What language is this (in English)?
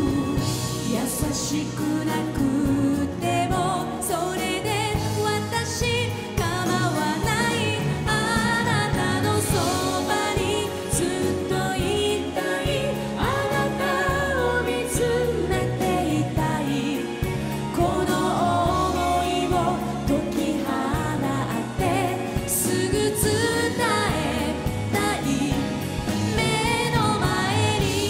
Japanese